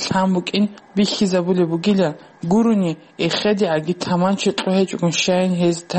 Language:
Avaric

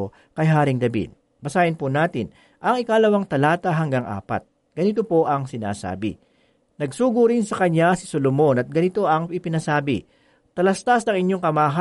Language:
Filipino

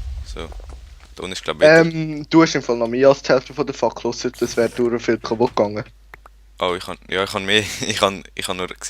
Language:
Swiss German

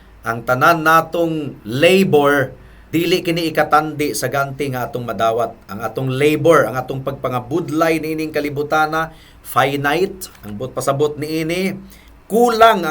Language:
Cebuano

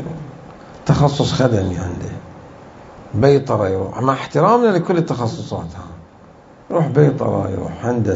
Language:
Mesopotamian Arabic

